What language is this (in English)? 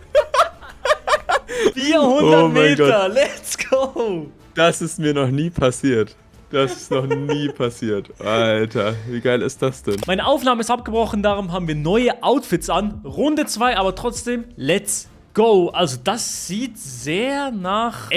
Swiss German